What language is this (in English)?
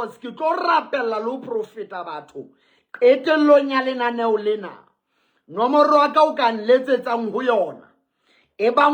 Southern Sotho